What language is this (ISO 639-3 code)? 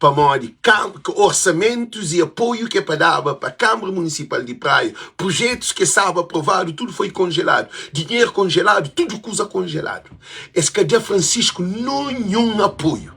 kea